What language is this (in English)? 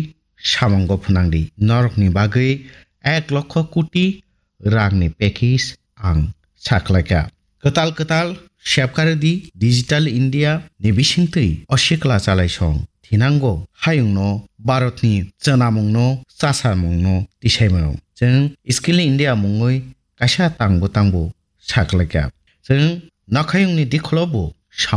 Kok Borok